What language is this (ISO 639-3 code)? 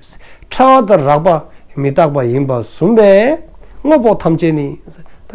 dzo